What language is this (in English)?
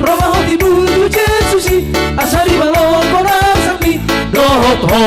Batak Toba